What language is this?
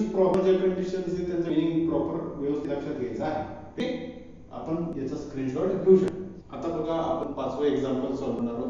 Marathi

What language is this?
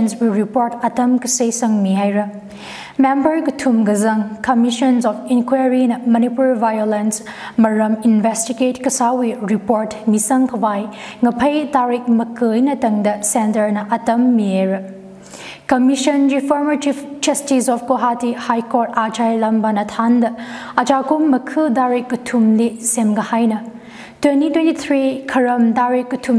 Tangkhul Naga (India)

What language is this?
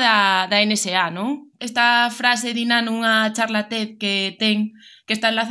Galician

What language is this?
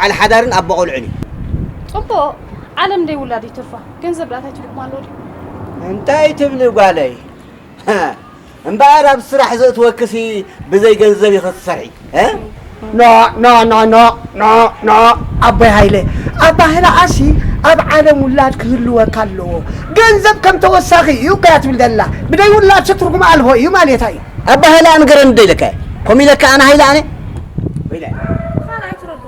Tigrinya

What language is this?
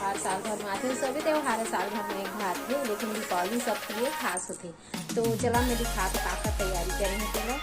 Chhattisgarhi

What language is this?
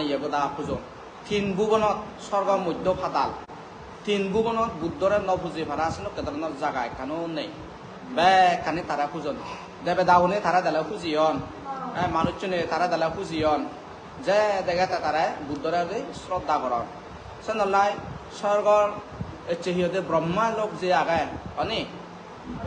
Chakma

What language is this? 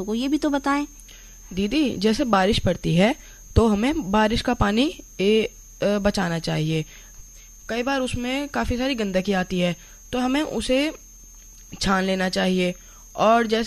Hindi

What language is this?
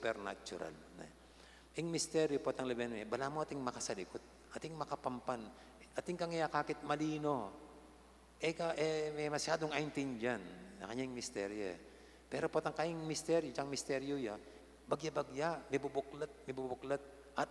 Pampanga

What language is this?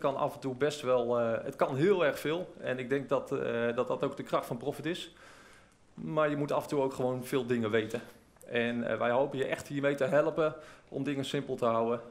Dutch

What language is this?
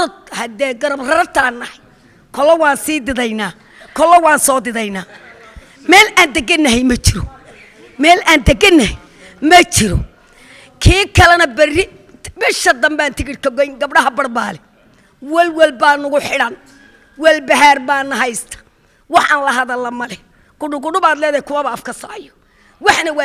Somali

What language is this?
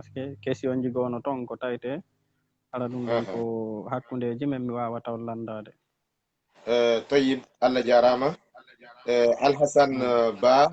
Fula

